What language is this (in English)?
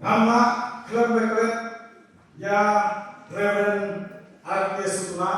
Khasi